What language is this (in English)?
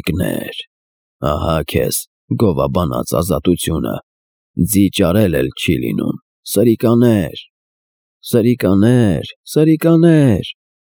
Armenian